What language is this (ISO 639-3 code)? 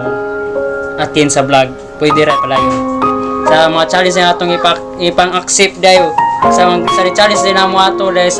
ceb